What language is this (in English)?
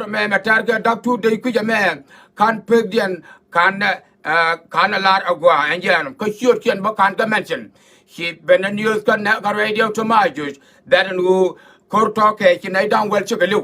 Nuer